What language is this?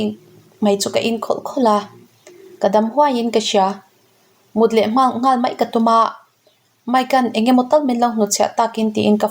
Mizo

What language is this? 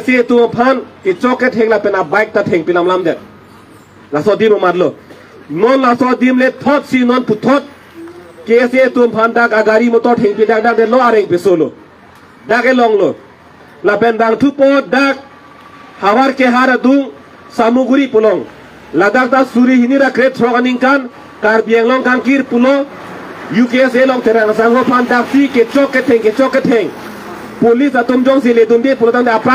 Karbi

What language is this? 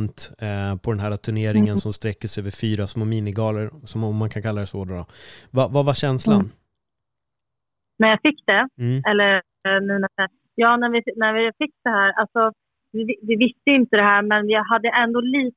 Swedish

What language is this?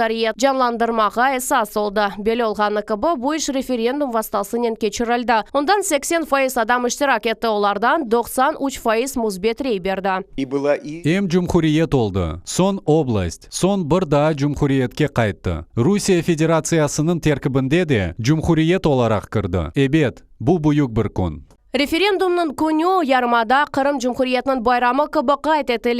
Crimean Tatar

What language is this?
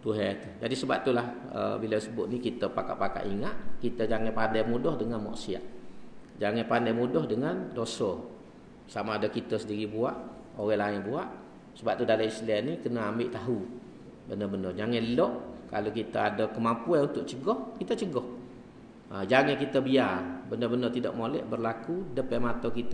Malay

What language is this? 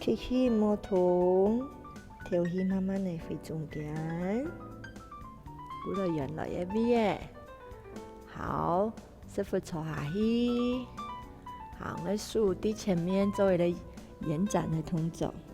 Hakka Chinese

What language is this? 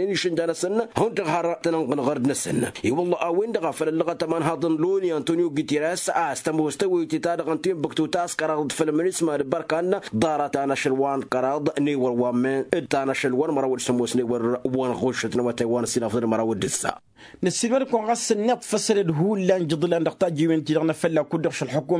Tamasheq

